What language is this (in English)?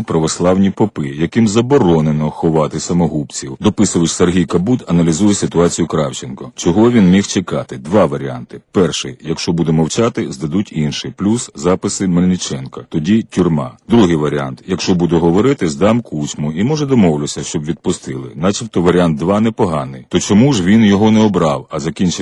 Ukrainian